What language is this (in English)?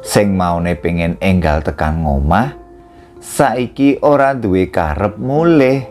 Javanese